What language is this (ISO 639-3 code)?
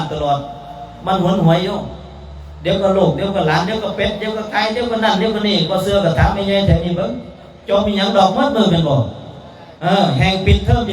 tts